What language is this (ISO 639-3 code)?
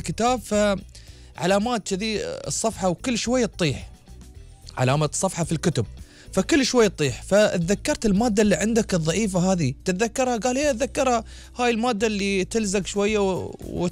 afb